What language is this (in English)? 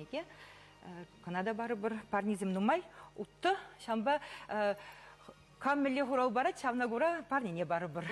Chuvash